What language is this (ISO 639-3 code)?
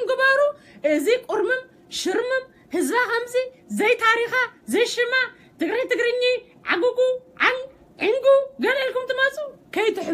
tir